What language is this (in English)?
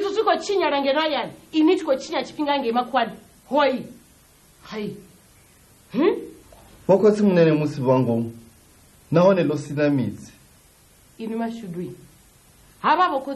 Venda